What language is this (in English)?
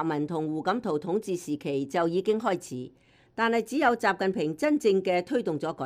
Cantonese